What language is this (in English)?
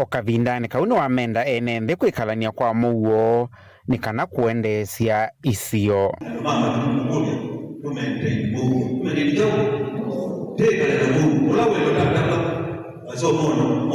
Kamba